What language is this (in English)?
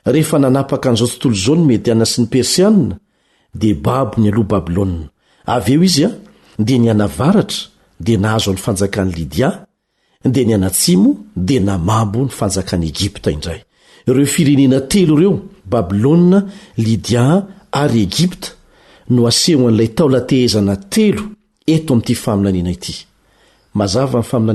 Malagasy